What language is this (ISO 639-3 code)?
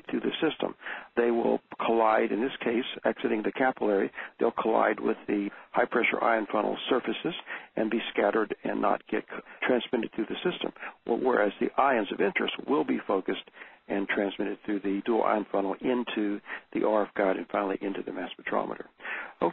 eng